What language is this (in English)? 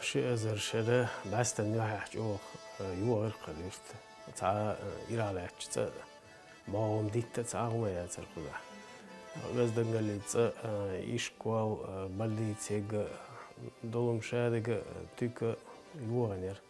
Chechen